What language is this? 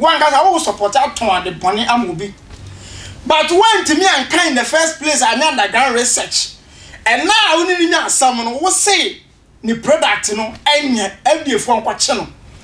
Akan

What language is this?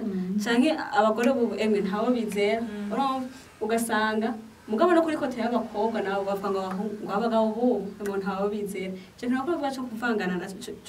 Rundi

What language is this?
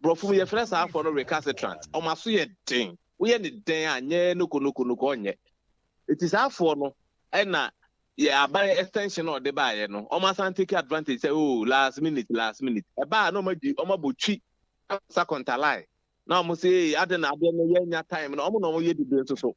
Akan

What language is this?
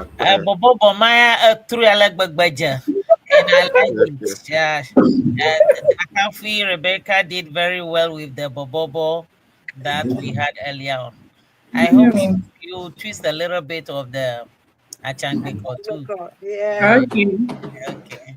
Ewe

